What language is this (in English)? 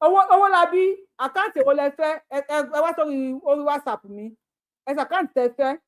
Yoruba